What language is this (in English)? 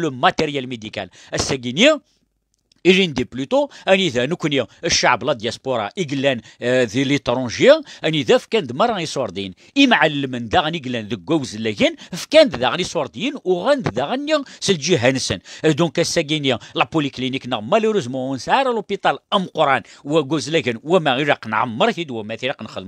Kabyle